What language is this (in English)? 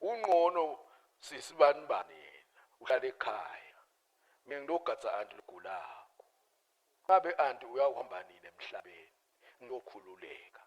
Swati